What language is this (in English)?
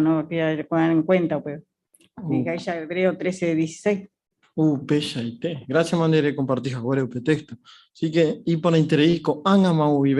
Guarani